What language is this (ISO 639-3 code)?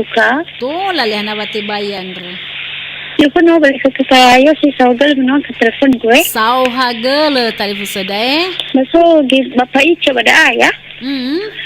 nia